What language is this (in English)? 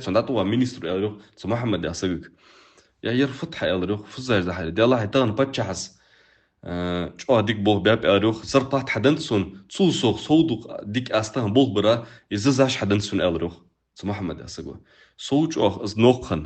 Ingush